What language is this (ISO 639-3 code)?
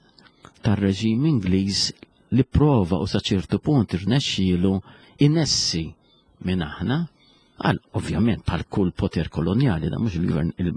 mlt